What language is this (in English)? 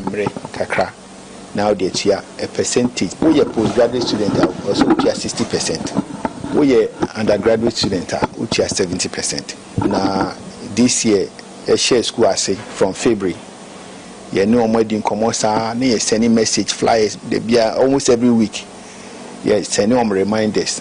Akan